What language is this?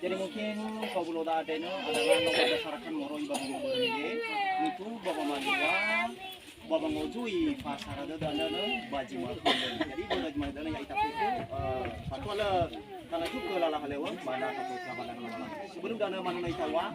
Nias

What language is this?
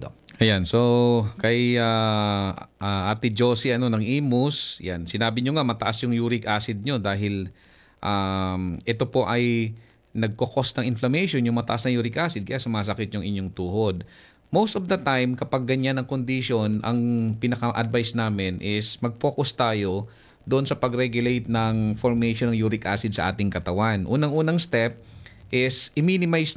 Filipino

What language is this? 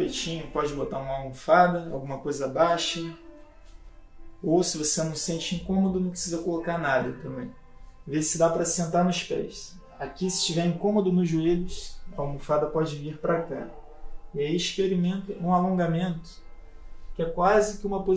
Portuguese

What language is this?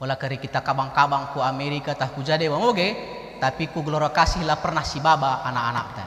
Batak Karo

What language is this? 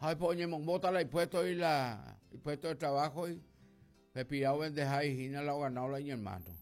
Guarani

